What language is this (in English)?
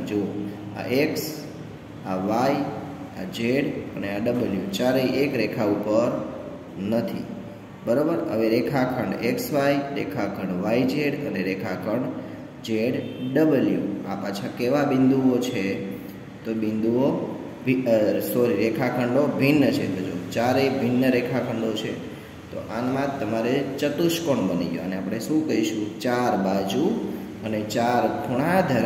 Gujarati